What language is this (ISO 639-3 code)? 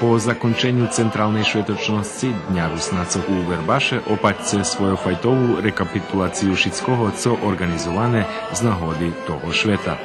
rue